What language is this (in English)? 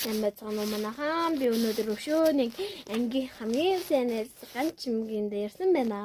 Mongolian